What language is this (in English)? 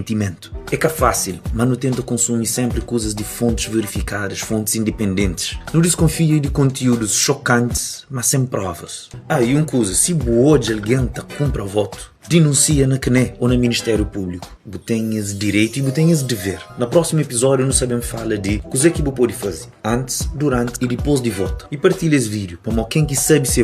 Kabuverdianu